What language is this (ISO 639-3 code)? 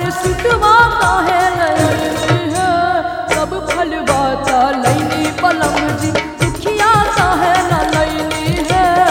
bho